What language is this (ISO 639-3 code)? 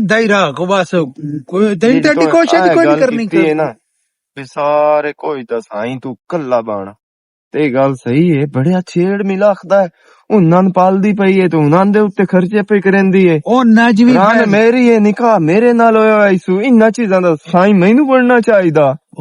lah